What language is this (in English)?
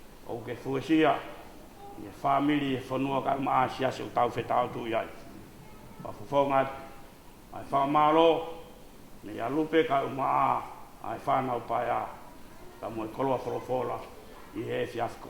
Tongan